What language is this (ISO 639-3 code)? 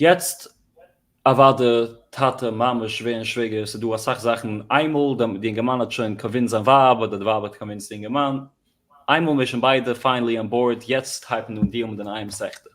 yid